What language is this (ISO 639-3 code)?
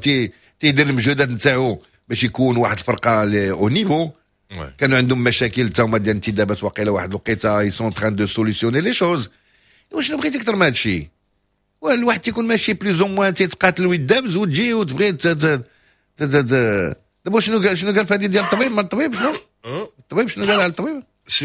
ary